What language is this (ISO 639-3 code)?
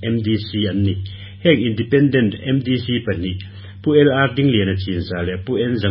lus